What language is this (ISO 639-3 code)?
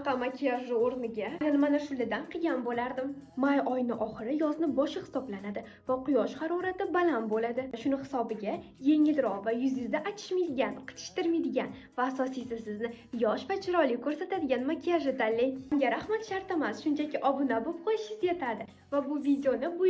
uzb